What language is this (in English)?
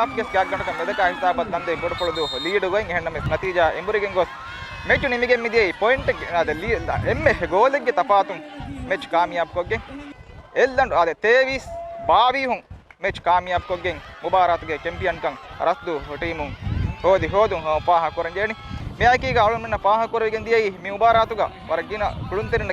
Divehi